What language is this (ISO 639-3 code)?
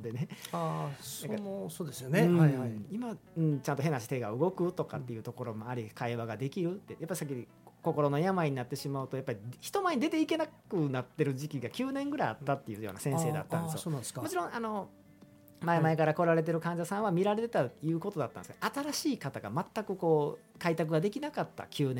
jpn